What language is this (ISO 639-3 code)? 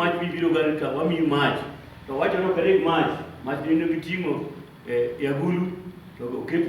luo